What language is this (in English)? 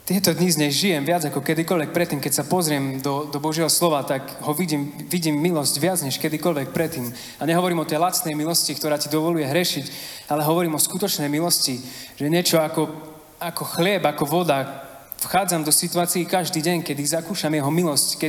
Slovak